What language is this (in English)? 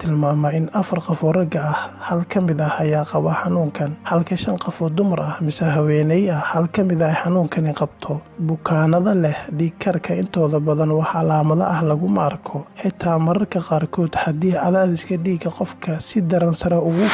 Somali